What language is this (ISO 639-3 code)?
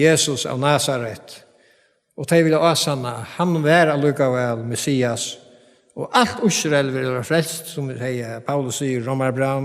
fao